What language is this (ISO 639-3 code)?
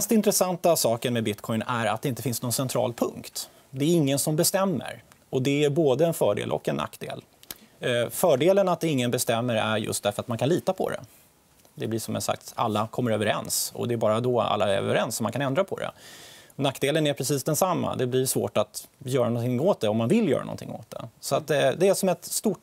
swe